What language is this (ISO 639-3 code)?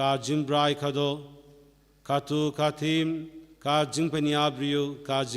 kha